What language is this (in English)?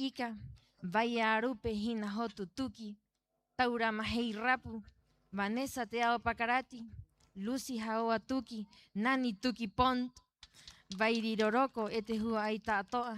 Rapanui